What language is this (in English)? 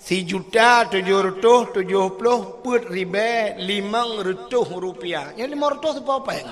Achinese